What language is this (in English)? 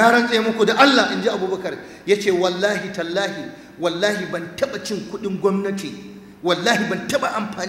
Hausa